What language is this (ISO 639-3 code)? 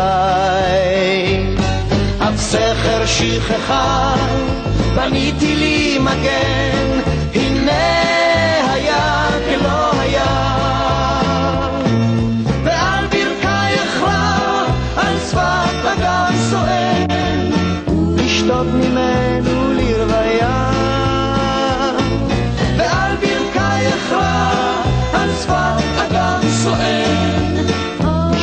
heb